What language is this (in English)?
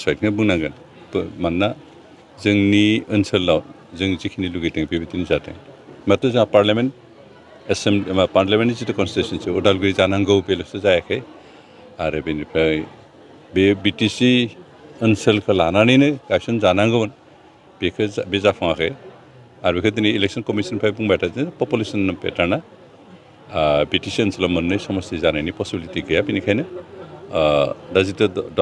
Bodo